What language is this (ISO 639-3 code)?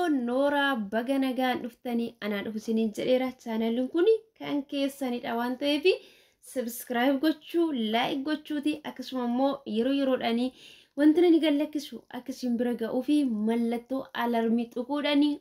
orm